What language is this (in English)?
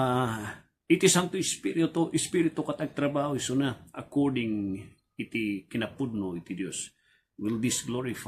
Iloko